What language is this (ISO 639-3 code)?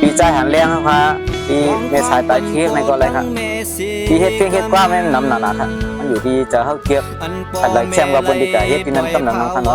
shn